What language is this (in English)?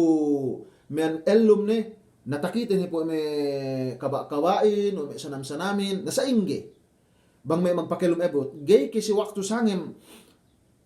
Yakan